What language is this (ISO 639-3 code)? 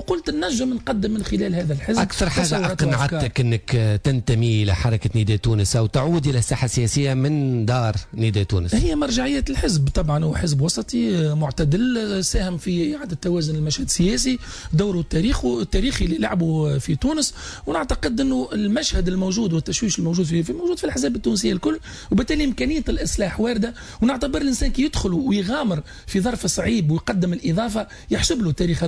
aeb